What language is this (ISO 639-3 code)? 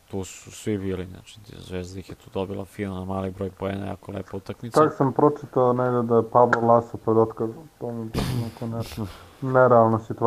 srp